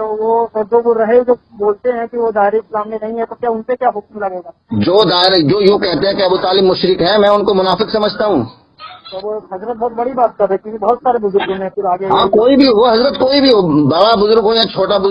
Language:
Urdu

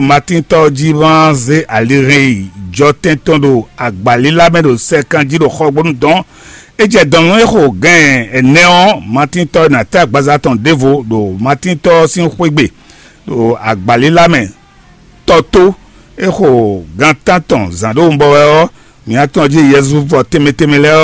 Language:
Fon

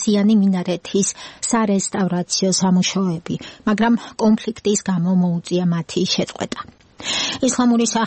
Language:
Georgian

